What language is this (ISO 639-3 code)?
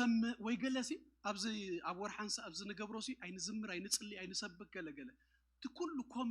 tir